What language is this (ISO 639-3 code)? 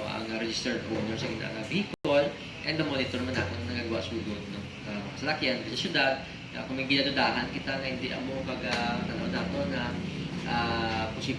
hil